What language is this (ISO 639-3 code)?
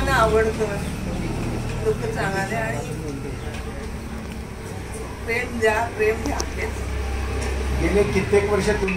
mar